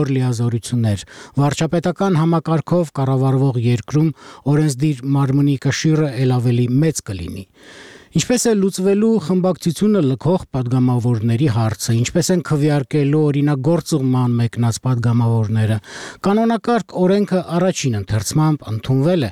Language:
Armenian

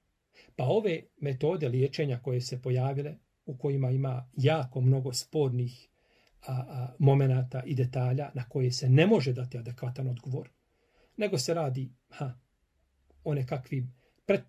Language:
Bosnian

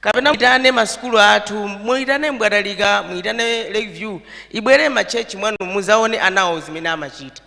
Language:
Nyanja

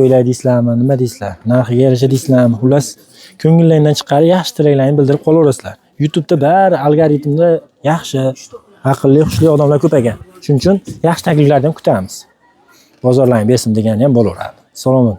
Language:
Uzbek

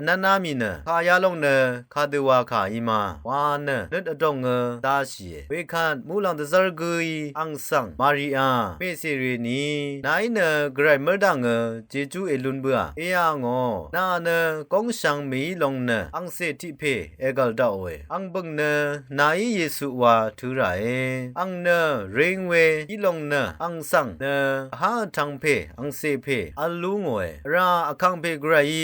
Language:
Rawang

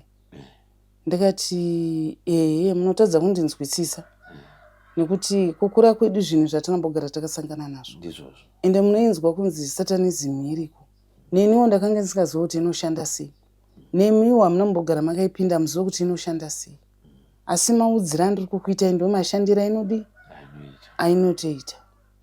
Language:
Shona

